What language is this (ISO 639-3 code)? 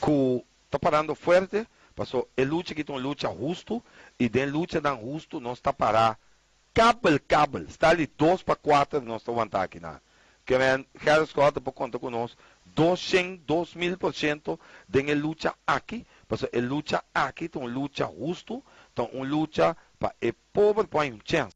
pap